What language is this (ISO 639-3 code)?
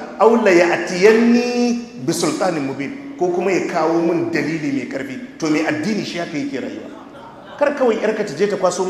hau